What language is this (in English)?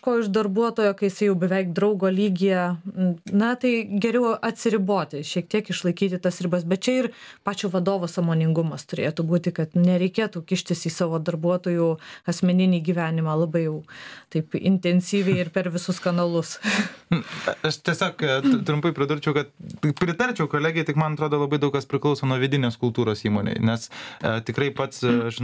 Lithuanian